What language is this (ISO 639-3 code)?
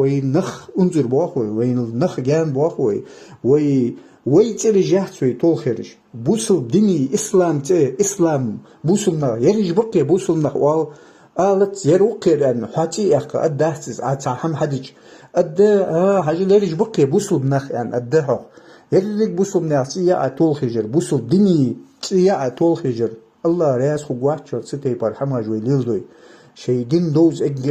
che